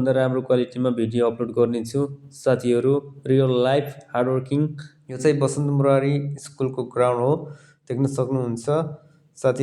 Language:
Nepali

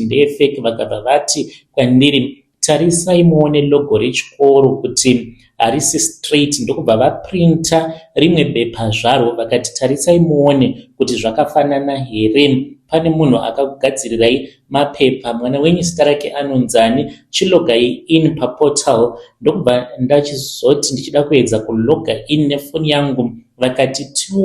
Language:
Shona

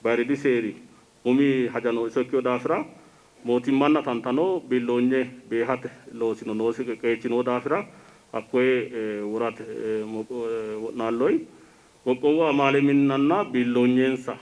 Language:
Sidamo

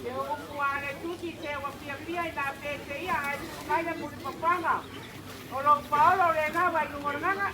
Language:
Samoan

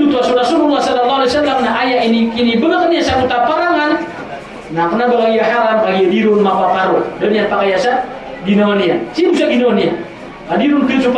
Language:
Maranao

